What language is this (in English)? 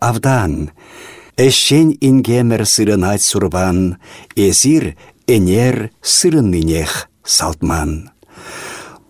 Chuvash